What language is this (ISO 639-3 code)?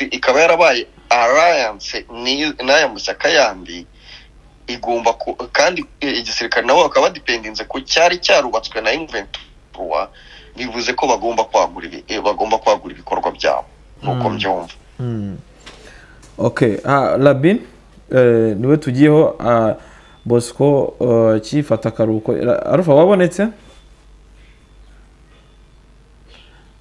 kin